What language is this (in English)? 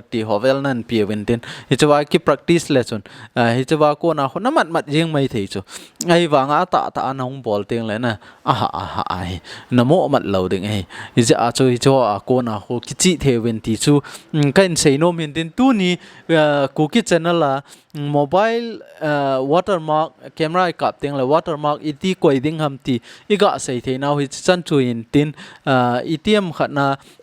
Thado Chin